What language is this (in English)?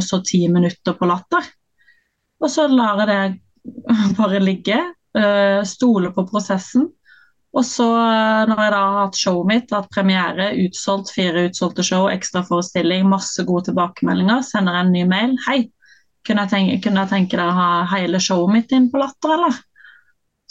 Norwegian